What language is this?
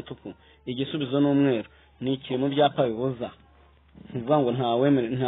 Kinyarwanda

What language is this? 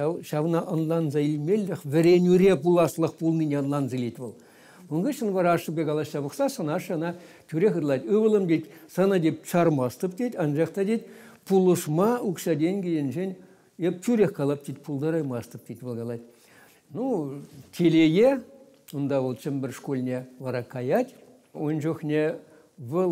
Chuvash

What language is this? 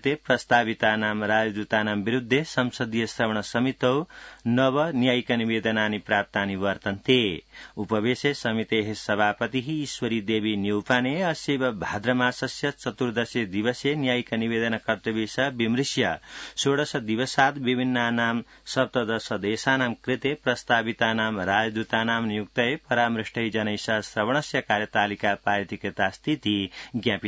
Sanskrit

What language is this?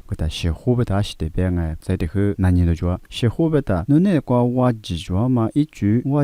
Lisu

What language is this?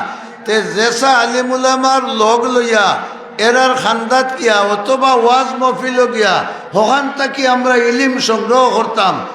Sylheti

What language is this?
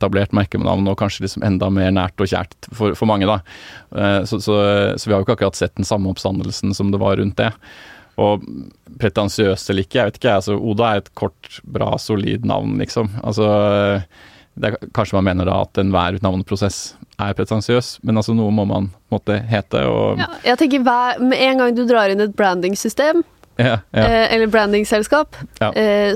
Norwegian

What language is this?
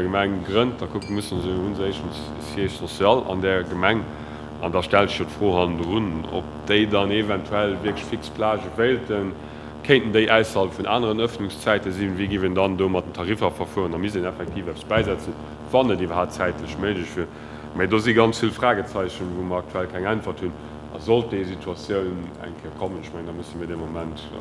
Luxembourgish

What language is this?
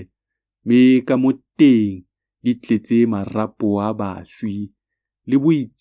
Tswana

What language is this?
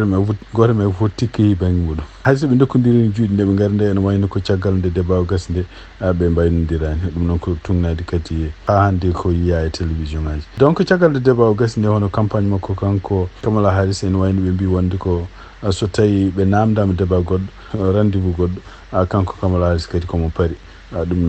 Fula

